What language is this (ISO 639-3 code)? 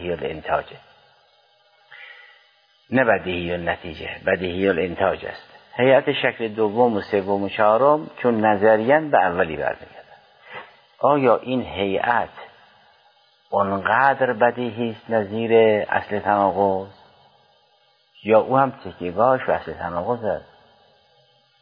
fas